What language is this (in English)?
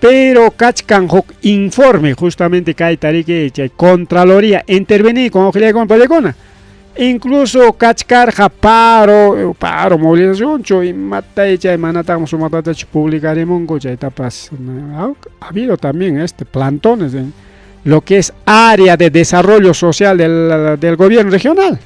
Ayacucho Quechua